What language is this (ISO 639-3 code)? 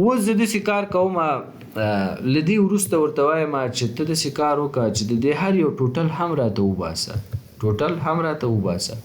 pus